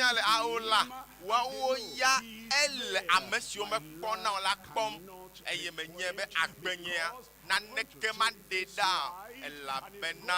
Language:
Ewe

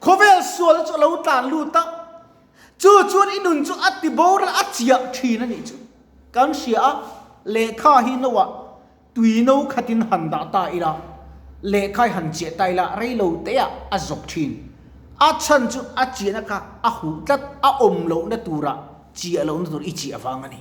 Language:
Mizo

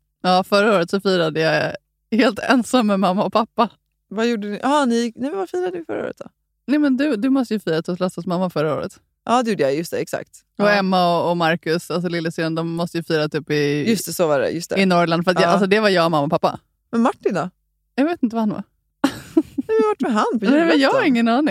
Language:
Swedish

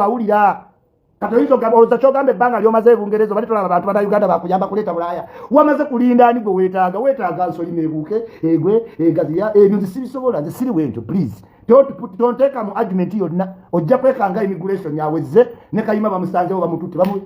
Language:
Ganda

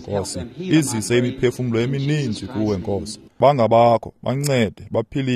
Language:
Xhosa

